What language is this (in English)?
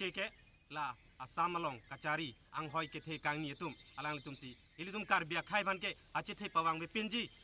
Karbi